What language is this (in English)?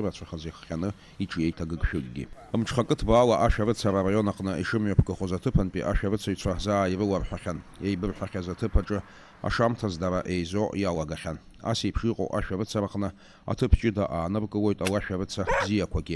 Abkhazian